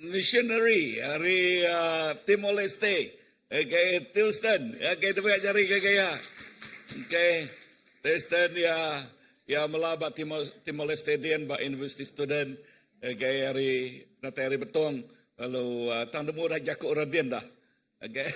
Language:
Iban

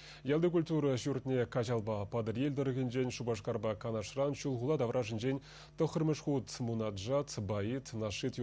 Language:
Chuvash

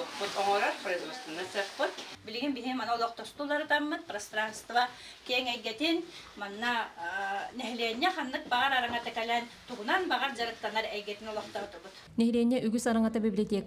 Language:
Yakut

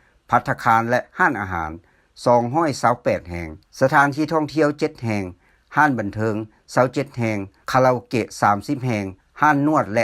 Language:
Lao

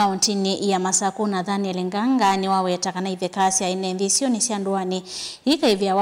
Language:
Kamba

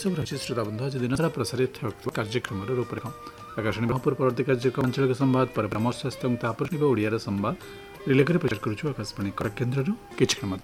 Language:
Odia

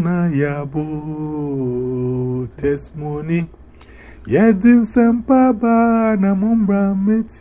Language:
Lingala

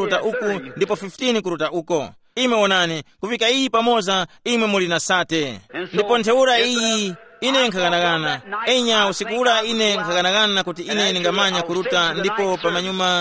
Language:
Tumbuka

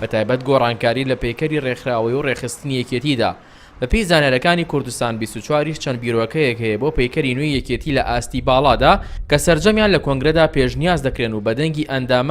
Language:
Central Kurdish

